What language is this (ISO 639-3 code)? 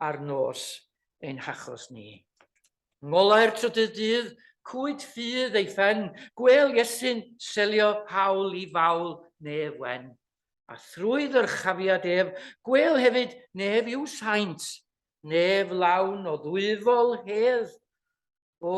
cym